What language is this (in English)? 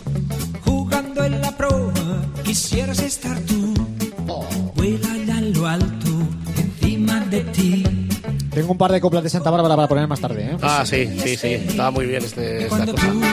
Spanish